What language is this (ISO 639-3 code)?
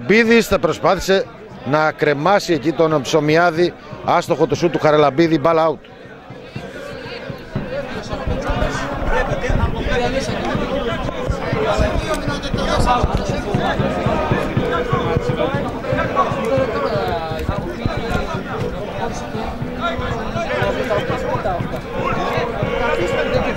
ell